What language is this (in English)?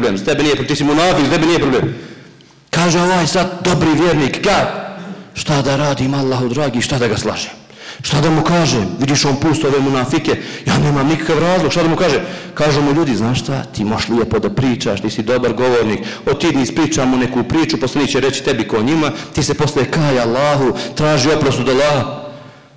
Bosnian